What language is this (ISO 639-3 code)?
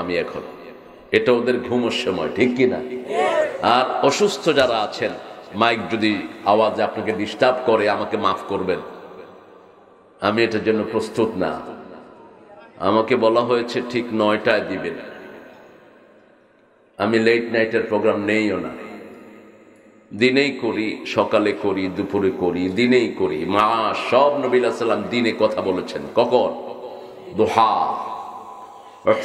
ben